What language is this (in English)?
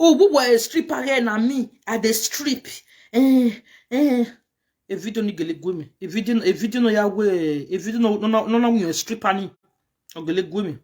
Nigerian Pidgin